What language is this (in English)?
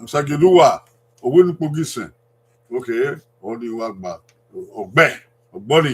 Bini